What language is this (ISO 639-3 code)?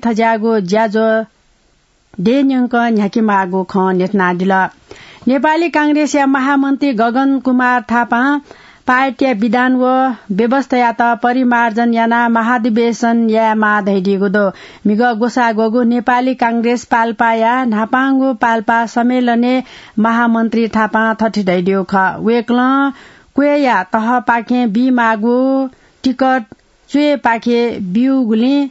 new